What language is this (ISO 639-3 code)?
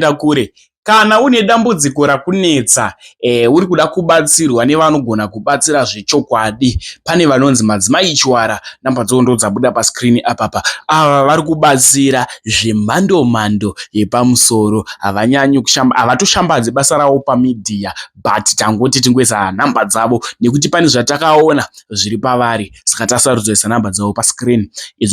sna